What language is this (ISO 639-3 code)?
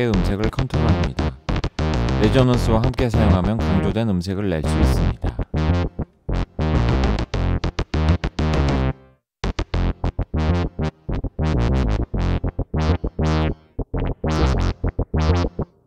kor